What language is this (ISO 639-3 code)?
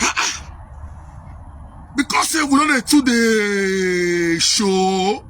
pcm